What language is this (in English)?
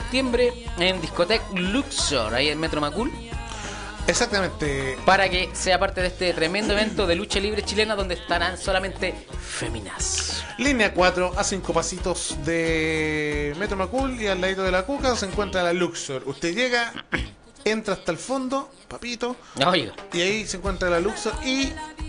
Spanish